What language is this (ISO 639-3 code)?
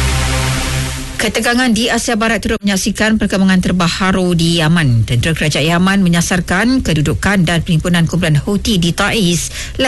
msa